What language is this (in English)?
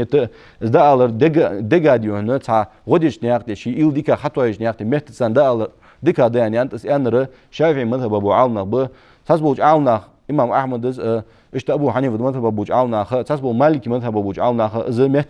Ingush